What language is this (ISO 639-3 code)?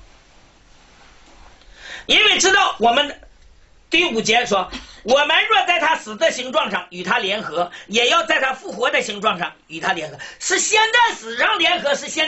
zho